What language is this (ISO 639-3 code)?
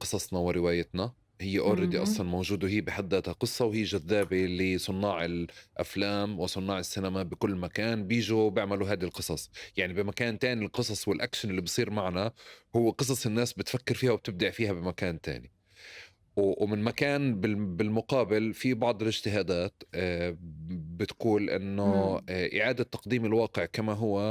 apc